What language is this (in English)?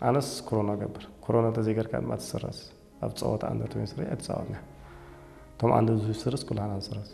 Tigrinya